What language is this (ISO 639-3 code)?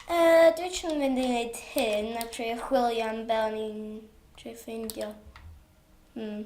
cym